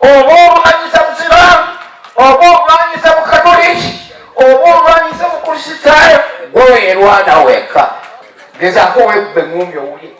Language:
Ganda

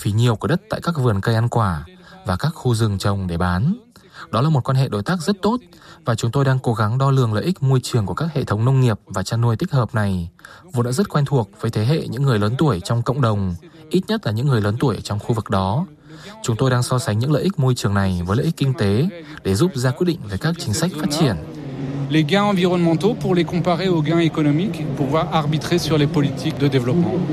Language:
Vietnamese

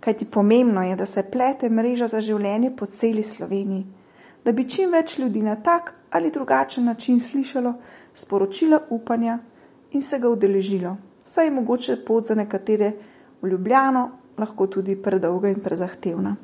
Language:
Slovenian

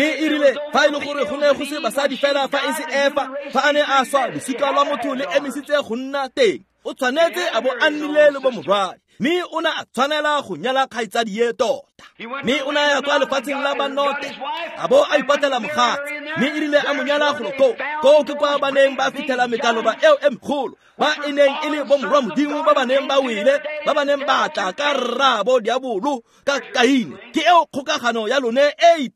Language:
Tswana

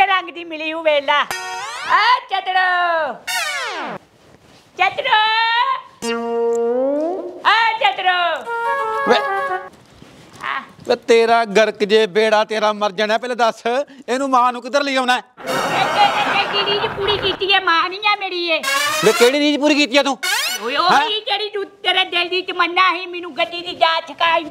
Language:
Punjabi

